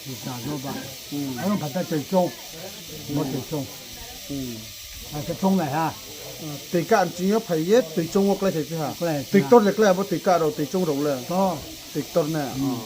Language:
Riang (India)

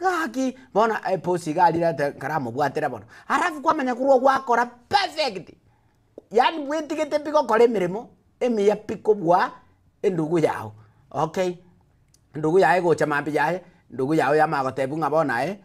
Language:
Gusii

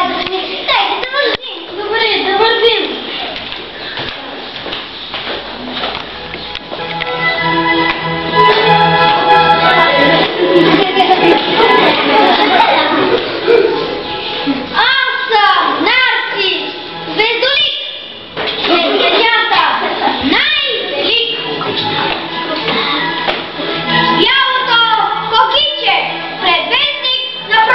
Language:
Bulgarian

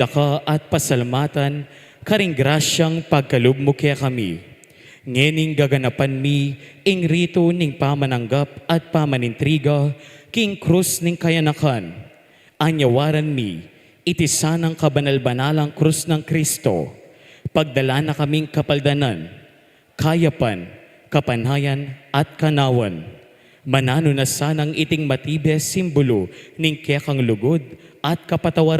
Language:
Pampanga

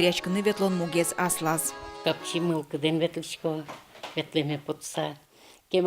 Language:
Udmurt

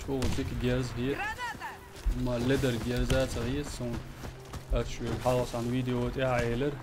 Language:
Chechen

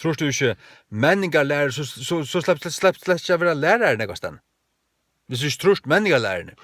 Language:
Faroese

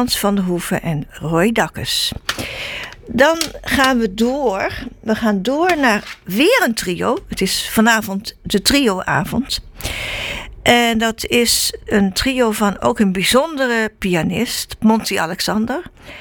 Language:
Dutch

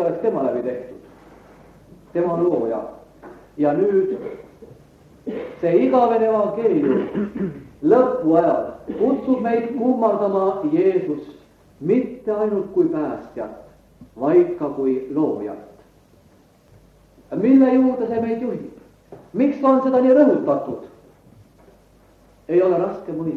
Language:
Estonian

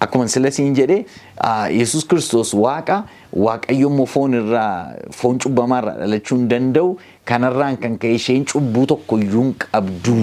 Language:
Oromo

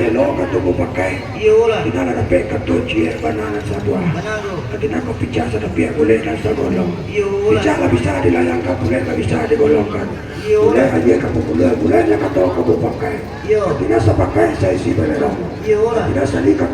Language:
Minangkabau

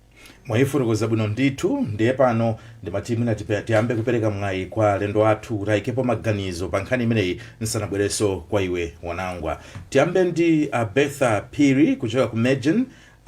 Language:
Nyanja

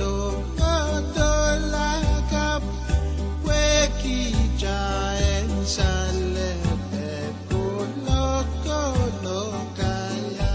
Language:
Pohnpeian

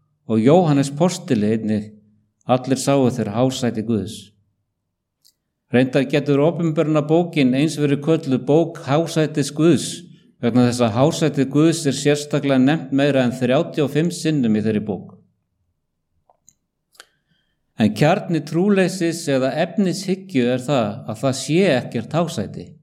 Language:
Icelandic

